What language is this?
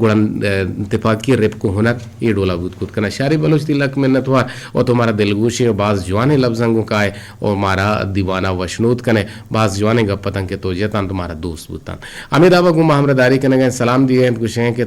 Eastern Balochi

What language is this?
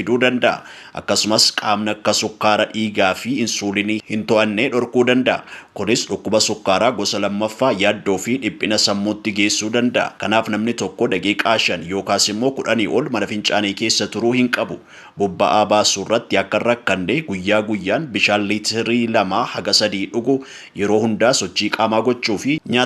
Oromo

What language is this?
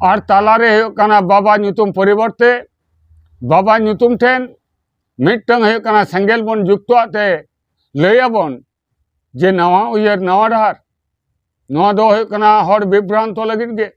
Santali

